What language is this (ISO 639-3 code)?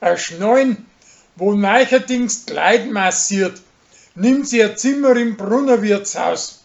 bar